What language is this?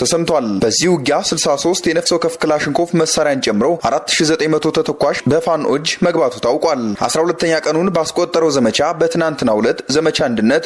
Amharic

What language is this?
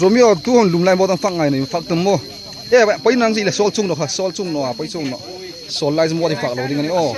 Hmar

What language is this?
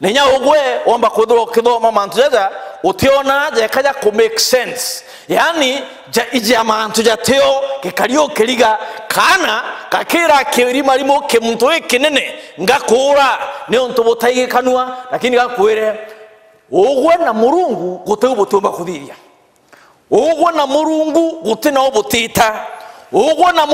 Meru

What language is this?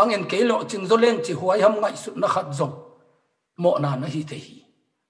Tedim Chin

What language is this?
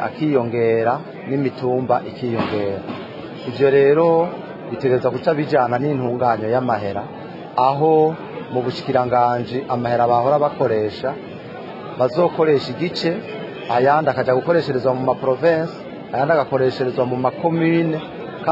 Rundi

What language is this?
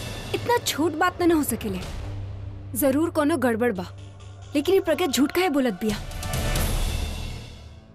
Bhojpuri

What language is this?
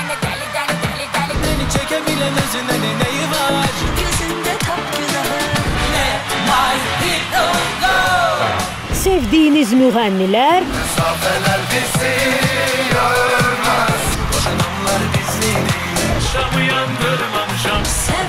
Azerbaijani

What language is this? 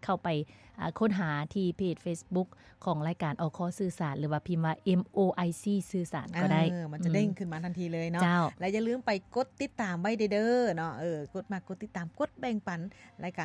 Lao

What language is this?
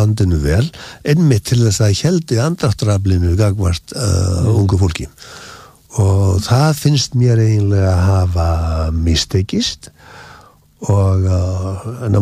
Icelandic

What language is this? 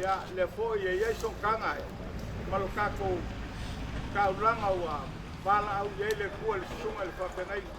Samoan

